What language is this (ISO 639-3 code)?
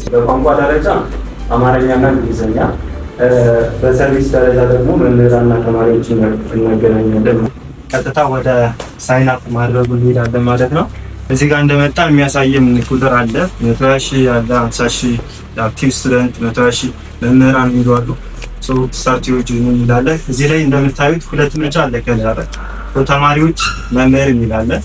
amh